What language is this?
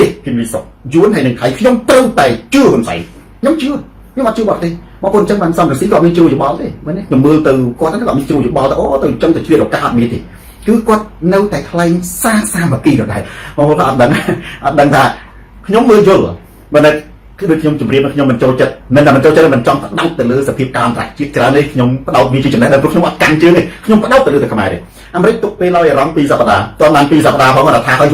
Khmer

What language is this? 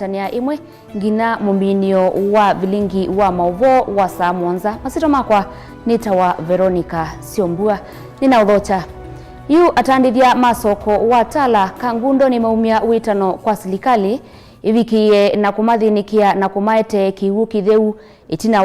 Kamba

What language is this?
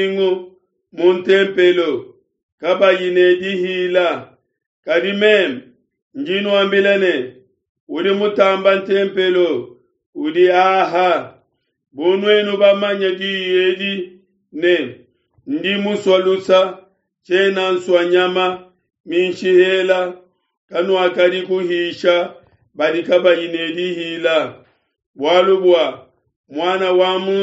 Luba-Lulua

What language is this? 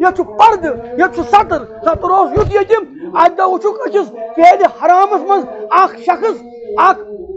Kashmiri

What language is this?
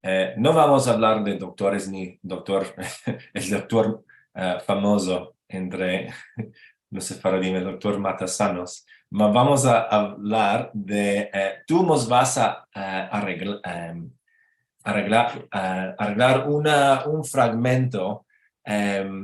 Ladino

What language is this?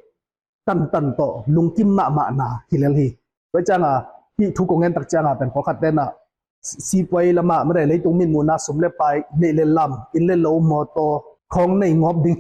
Tedim Chin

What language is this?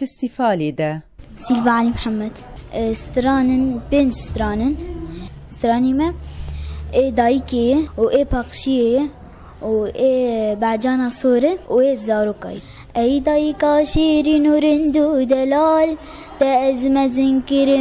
Kurdish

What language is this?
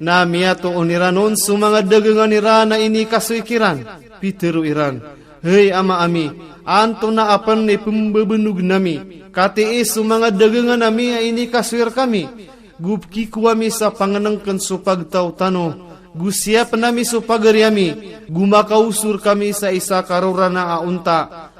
Maranao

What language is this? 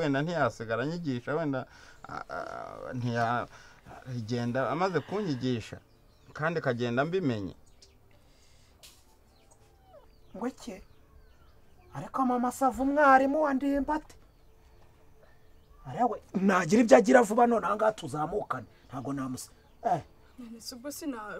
Kinyarwanda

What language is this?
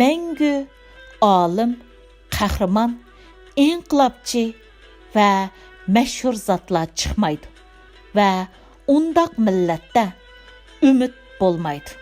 Uyghur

